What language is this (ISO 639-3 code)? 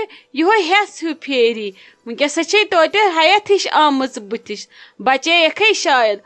kas